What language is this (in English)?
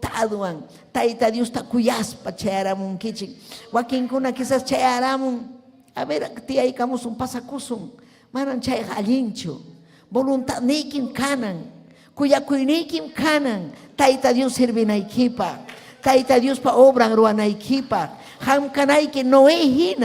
Ayacucho Quechua